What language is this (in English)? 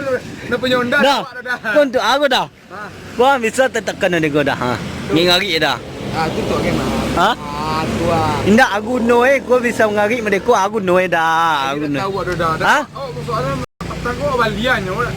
Minangkabau